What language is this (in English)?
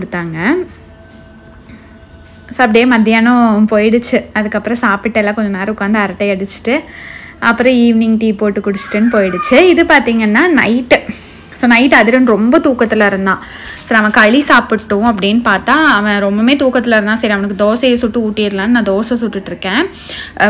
Tamil